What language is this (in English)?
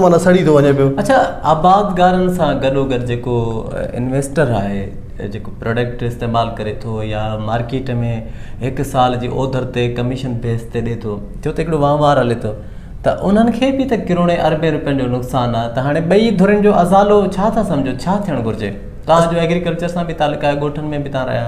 Sindhi